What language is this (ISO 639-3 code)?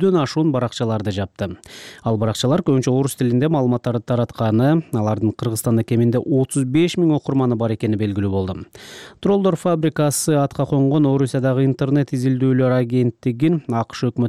kir